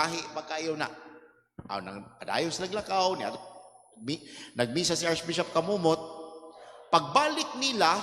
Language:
Cebuano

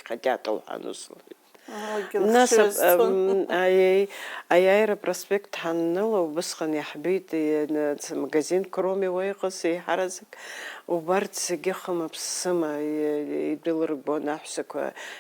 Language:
Abkhazian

